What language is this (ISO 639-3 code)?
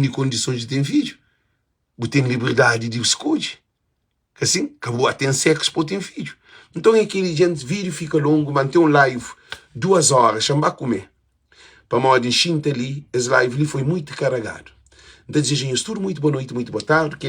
kea